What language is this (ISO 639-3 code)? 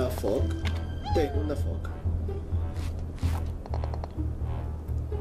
cat